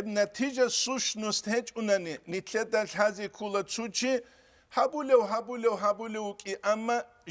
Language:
Avaric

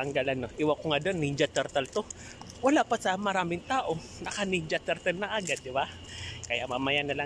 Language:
Filipino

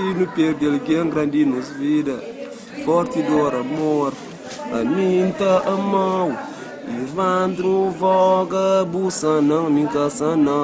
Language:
Kabuverdianu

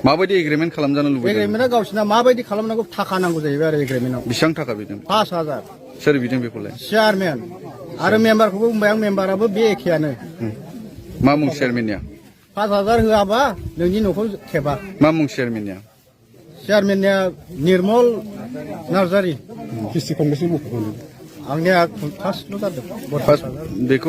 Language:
Bodo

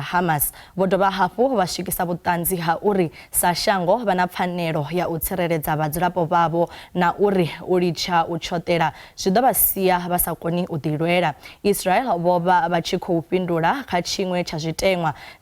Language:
Venda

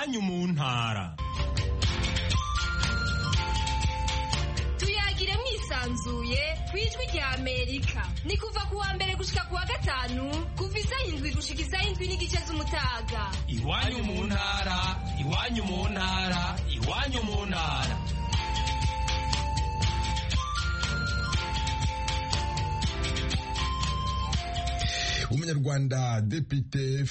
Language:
Kinyarwanda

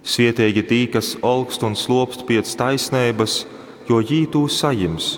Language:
Latgalian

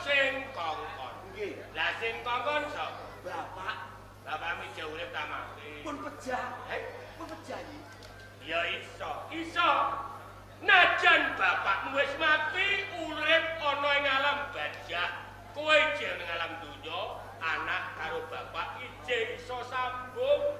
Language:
Javanese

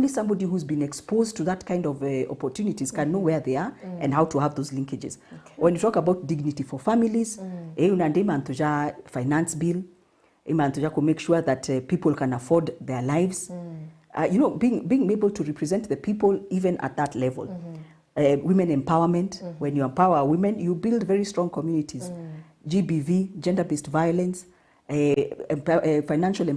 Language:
Meru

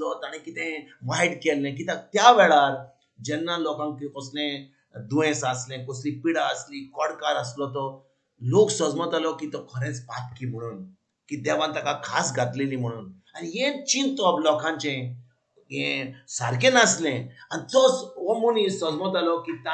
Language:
Konkani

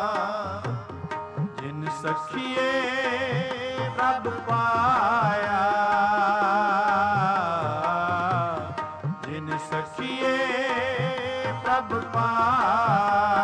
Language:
Punjabi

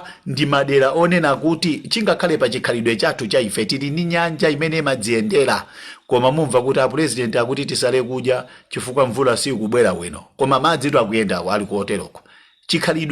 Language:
Nyanja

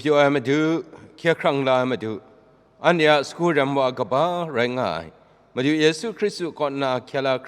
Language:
Kachin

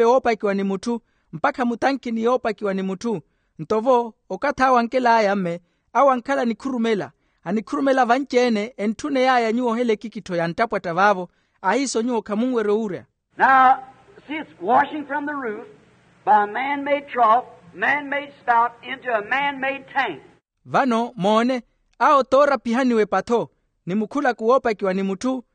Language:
Makhuwa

